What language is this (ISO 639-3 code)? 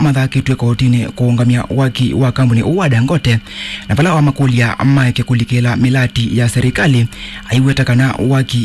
kam